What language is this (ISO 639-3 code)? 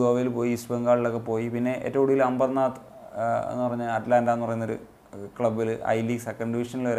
mal